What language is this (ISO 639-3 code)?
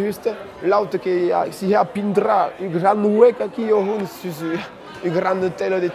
oci